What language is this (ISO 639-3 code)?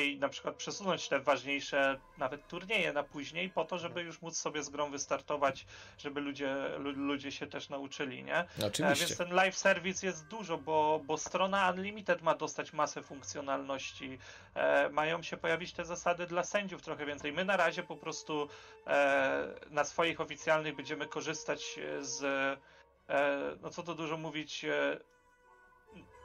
pol